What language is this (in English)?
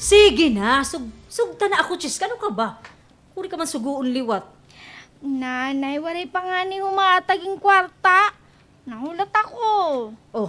Waray